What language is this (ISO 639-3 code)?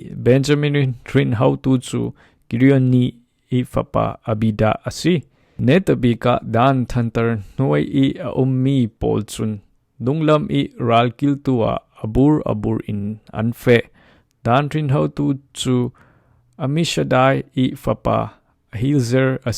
cfm